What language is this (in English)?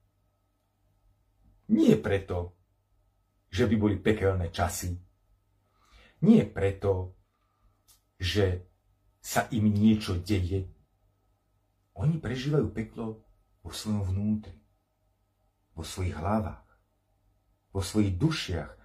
Slovak